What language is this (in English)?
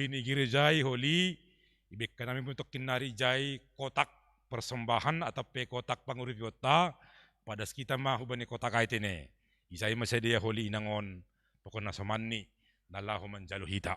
Batak Simalungun